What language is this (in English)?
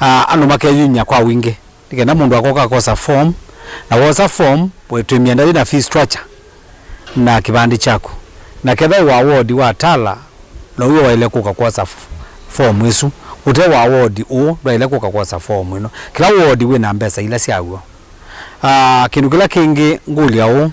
Kamba